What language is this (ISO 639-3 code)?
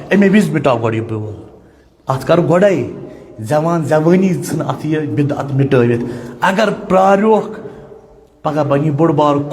kas